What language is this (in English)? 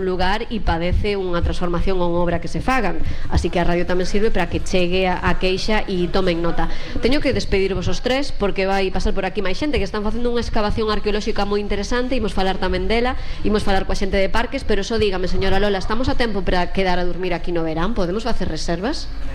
Galician